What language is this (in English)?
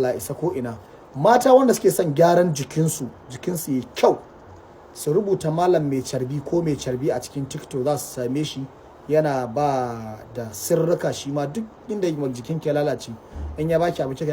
Hausa